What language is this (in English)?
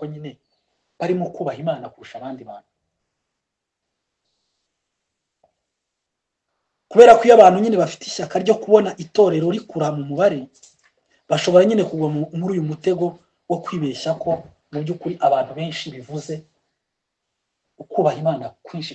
Kinyarwanda